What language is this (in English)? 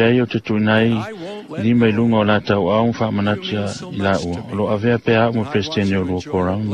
Samoan